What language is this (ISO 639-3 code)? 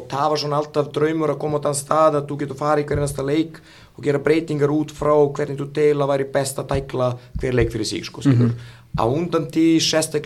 isl